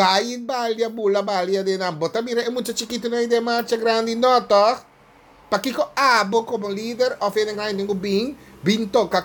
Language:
Papiamento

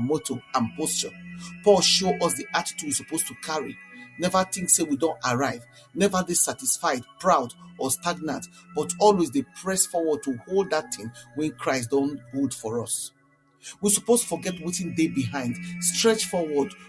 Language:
Nigerian Pidgin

